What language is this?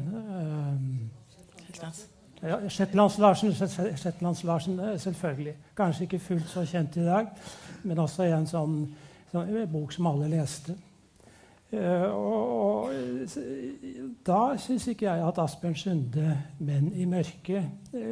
Norwegian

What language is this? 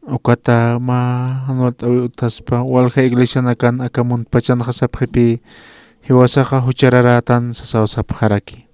Aymara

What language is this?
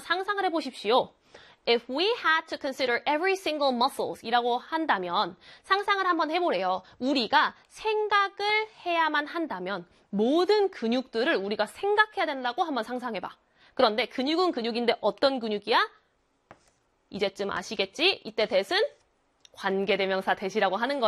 Korean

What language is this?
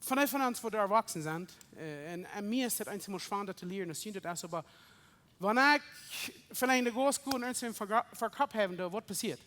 Plautdietsch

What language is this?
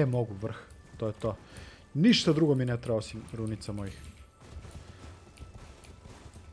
Croatian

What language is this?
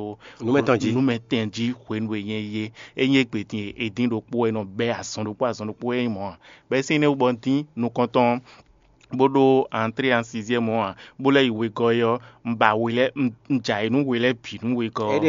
Fon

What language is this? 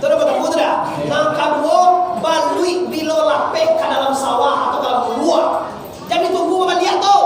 Minangkabau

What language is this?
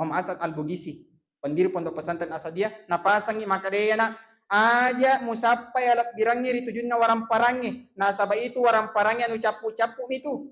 Buginese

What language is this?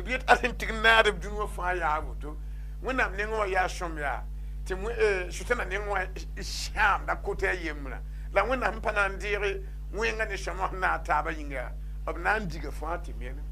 Mossi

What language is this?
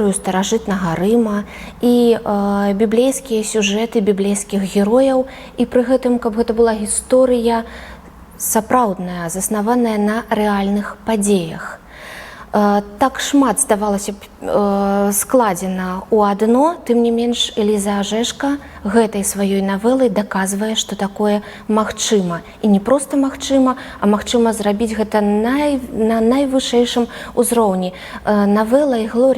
Belarusian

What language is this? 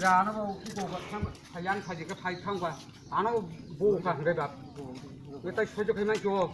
Kok Borok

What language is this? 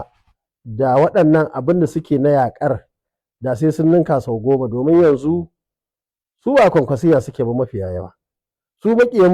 Hausa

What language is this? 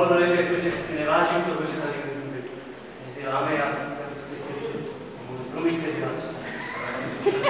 Czech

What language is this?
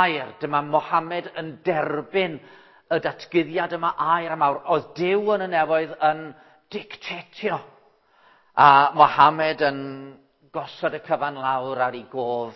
Welsh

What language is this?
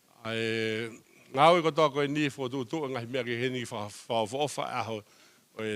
Tongan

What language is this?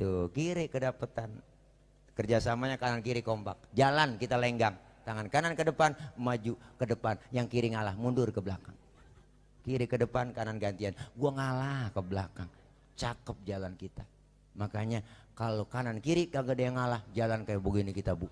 Betawi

